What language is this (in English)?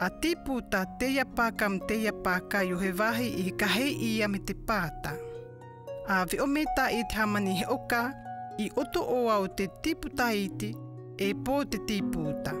South Marquesan